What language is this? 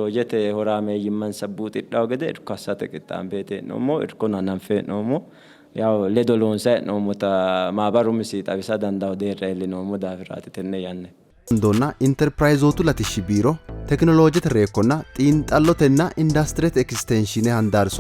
Sidamo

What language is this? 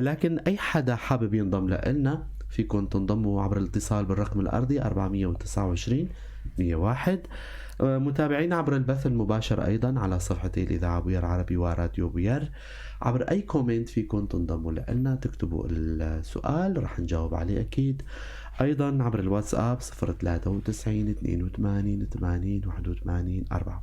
North Levantine Arabic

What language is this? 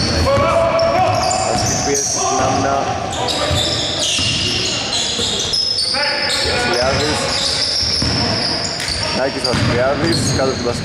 Greek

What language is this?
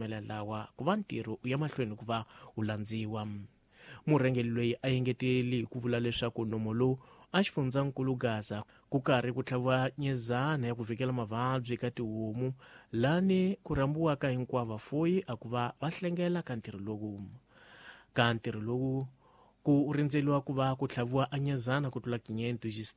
Tsonga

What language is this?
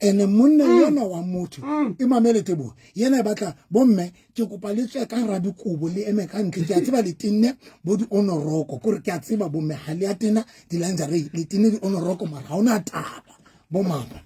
Southern Sotho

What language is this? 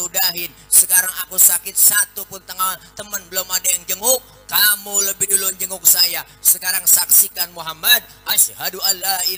Betawi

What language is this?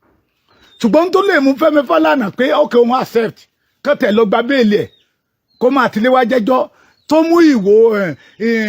Yoruba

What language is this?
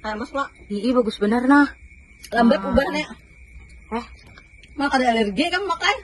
Banjar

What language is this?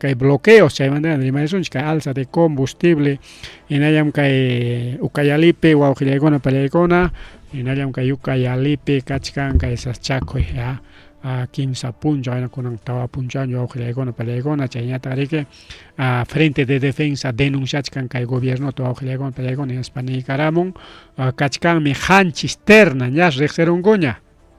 Ayacucho Quechua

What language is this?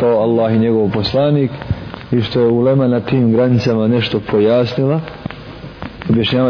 Bosnian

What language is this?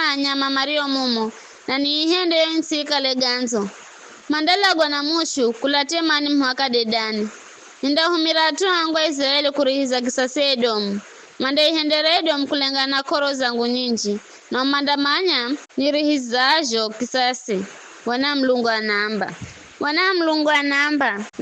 Giryama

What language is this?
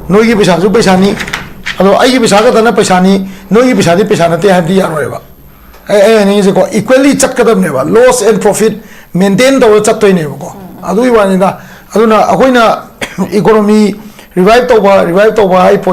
Manipuri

